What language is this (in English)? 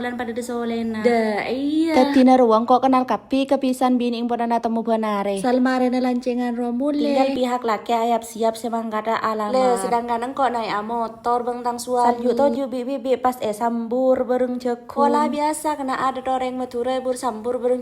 Madurese